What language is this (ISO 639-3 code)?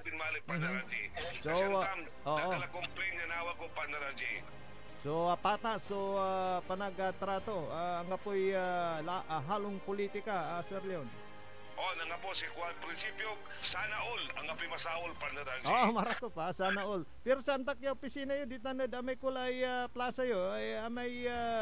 pag